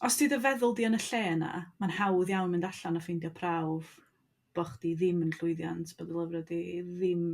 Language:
Welsh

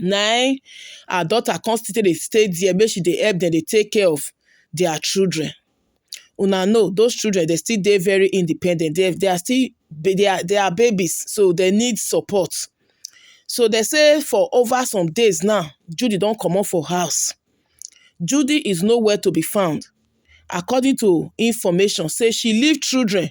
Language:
Nigerian Pidgin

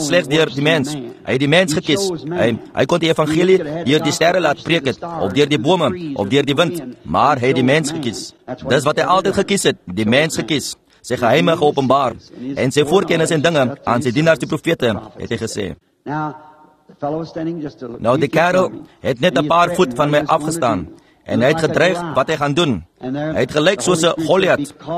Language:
Afrikaans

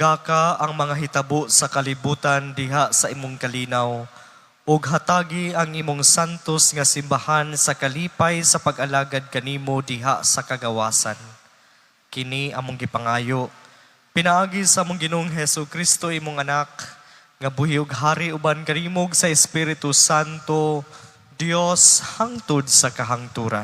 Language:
Cebuano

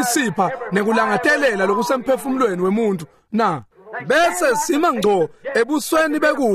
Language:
Swati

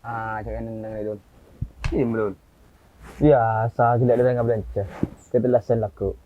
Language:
Madurese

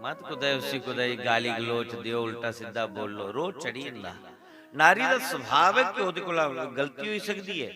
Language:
Dogri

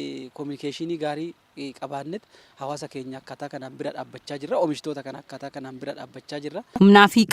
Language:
Oromo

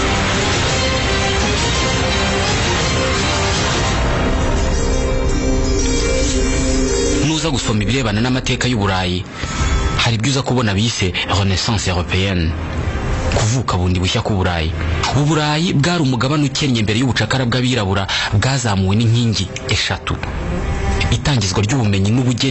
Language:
Kinyarwanda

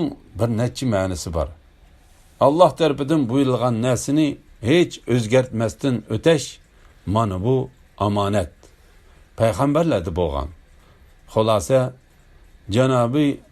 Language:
Uyghur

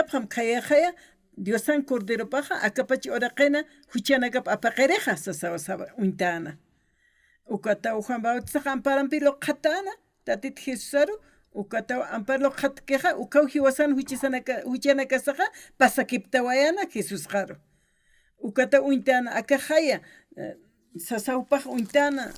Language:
Aymara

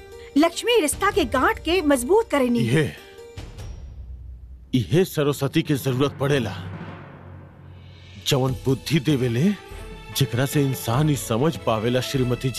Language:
Bhojpuri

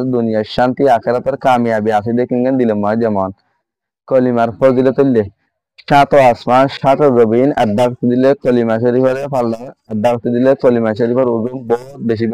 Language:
Rohingya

